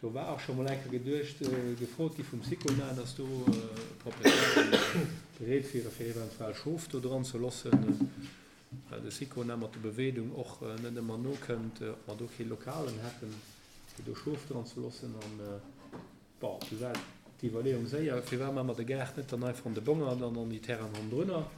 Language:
Luxembourgish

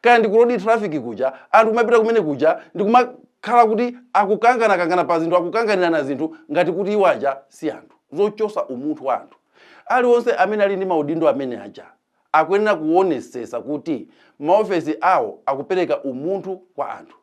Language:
Nyanja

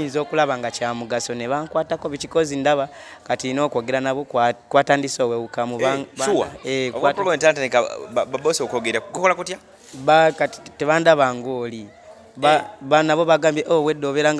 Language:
Ganda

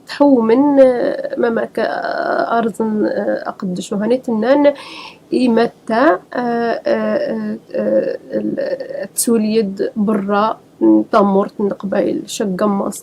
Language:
Kabyle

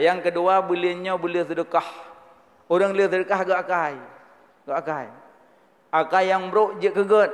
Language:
Achinese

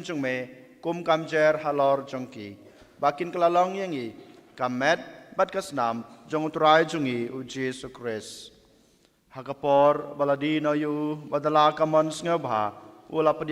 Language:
Khasi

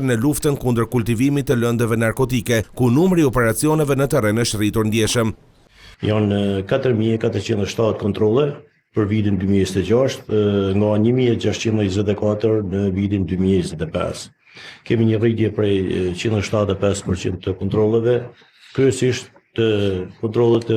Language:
Albanian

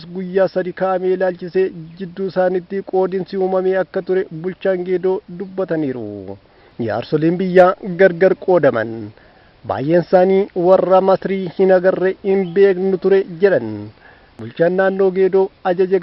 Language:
Oromo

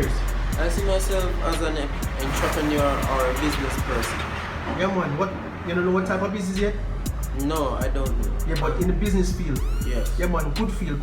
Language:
Jamaican Creole English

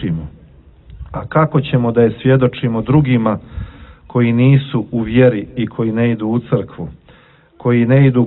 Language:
Bosnian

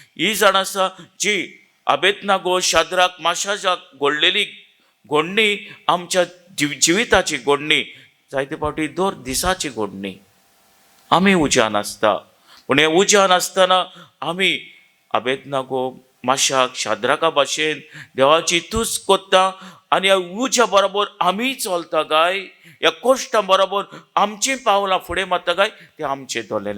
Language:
Konkani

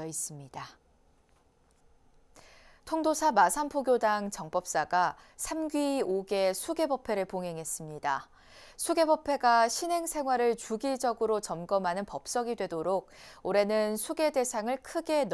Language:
Korean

